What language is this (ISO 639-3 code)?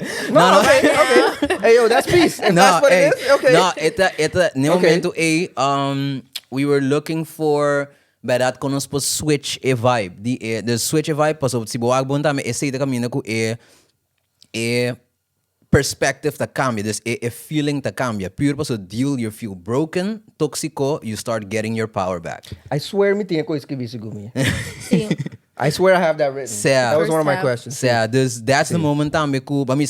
pap